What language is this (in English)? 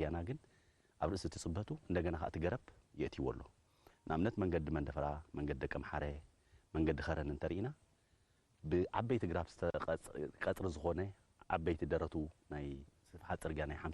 Tigrinya